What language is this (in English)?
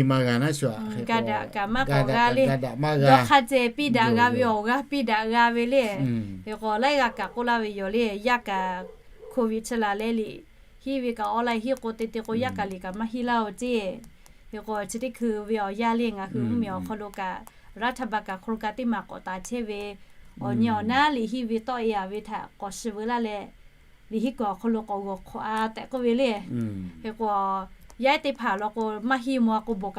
Lahu